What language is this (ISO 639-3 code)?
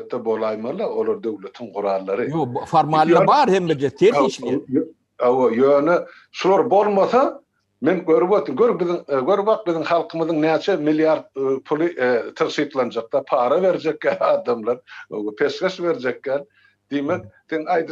tuk